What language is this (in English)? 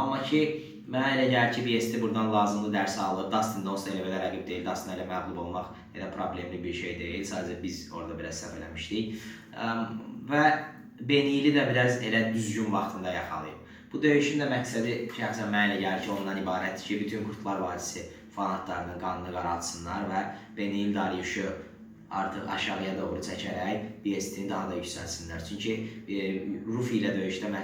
Azerbaijani